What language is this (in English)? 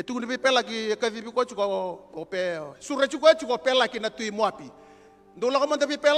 Fijian